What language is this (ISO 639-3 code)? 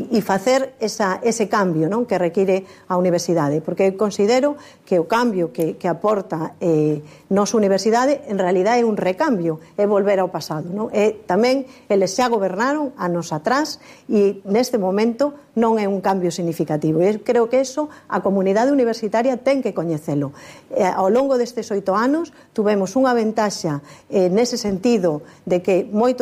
glg